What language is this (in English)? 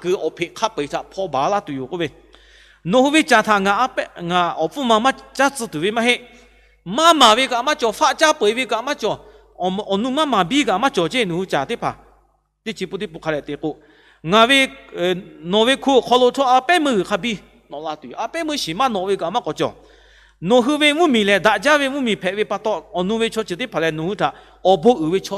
Lahu